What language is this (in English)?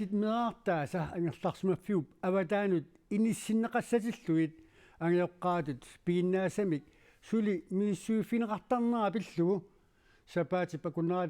Kalaallisut